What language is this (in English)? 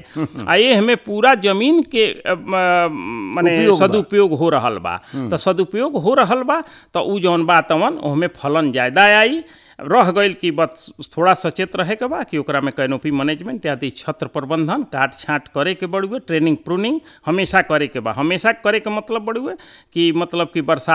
Bhojpuri